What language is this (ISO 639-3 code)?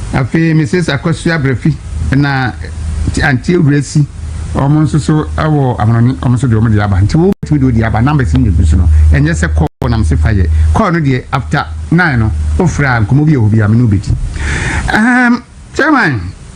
aka